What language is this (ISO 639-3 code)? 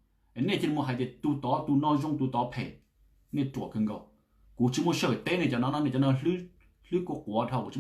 hmn